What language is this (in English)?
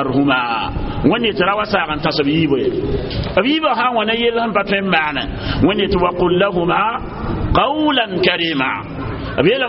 Mossi